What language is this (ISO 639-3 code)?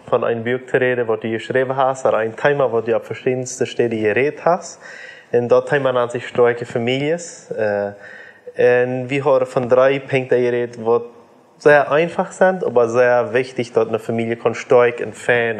pdt